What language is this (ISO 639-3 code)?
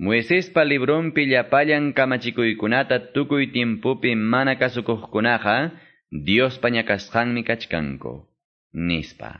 que